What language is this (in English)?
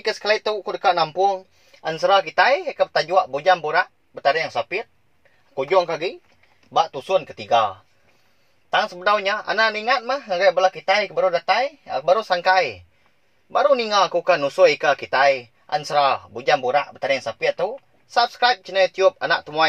Iban